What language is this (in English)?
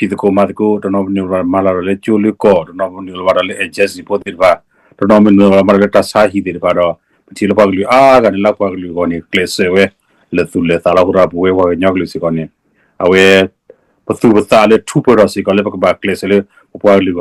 S'gaw Karen